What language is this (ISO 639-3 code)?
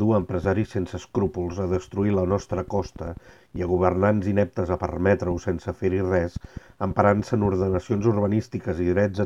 cat